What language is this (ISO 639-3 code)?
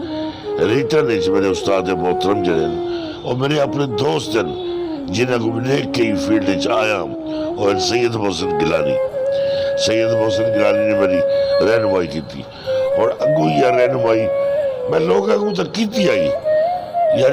skr